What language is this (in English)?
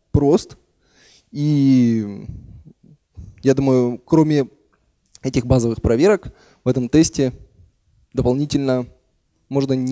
Russian